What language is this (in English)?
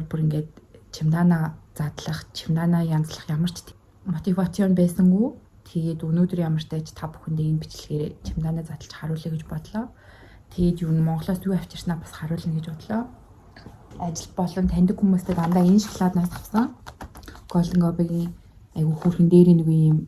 Mongolian